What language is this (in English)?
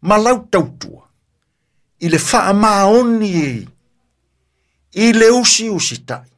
Samoan